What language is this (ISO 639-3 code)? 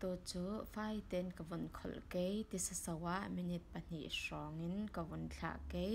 cfm